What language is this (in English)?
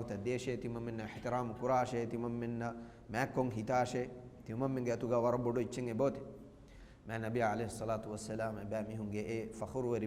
Divehi